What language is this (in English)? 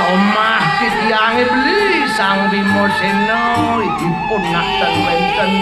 Balinese